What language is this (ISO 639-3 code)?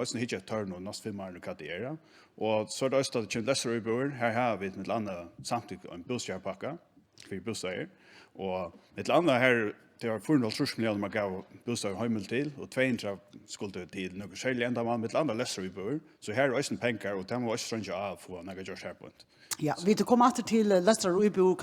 fao